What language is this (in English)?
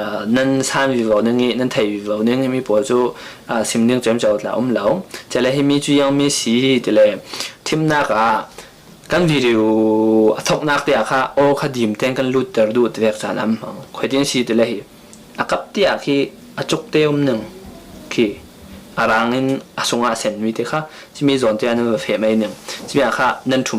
Falam Chin